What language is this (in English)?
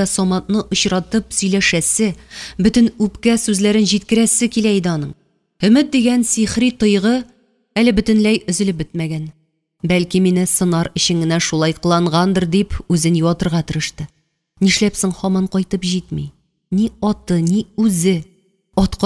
Tatar